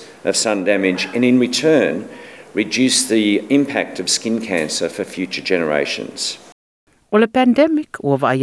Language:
Samoan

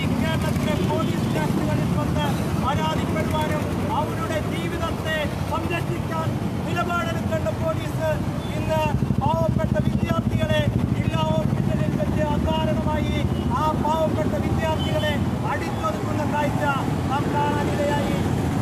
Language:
Malayalam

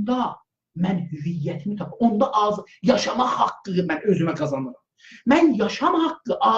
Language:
South Azerbaijani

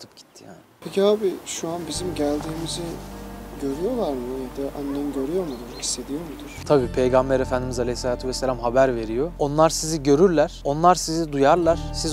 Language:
Turkish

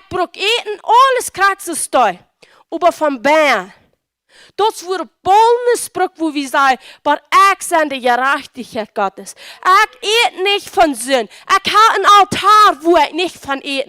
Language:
Plautdietsch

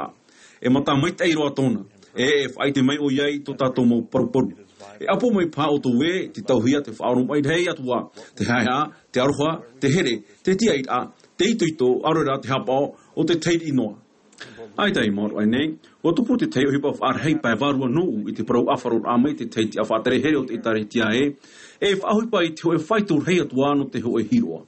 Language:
Tahitian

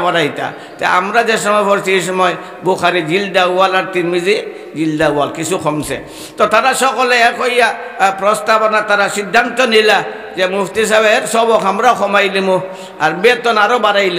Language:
Sylheti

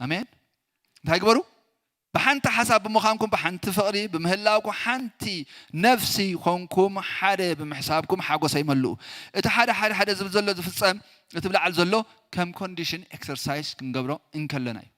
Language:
Tigrinya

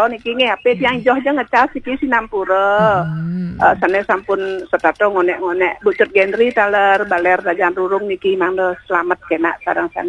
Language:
Balinese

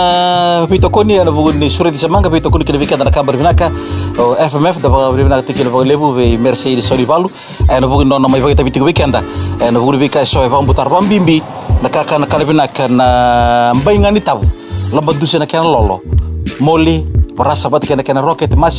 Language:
Fijian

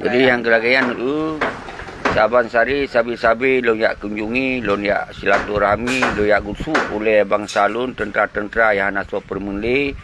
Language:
Achinese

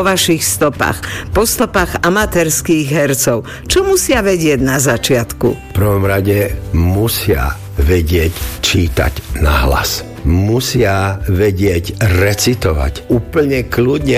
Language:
Slovak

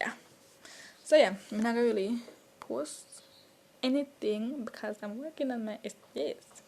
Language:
Jamaican Creole English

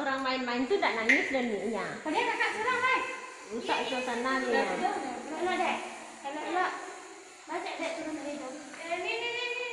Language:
Minangkabau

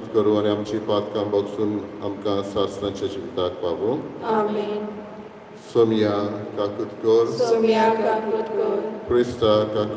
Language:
Konkani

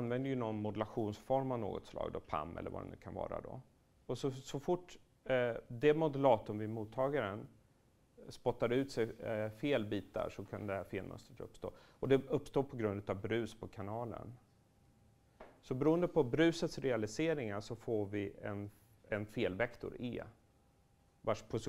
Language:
Swedish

